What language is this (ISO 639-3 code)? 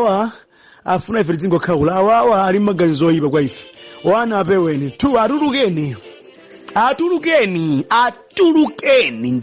nya